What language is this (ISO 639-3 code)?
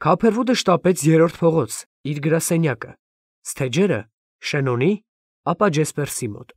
hye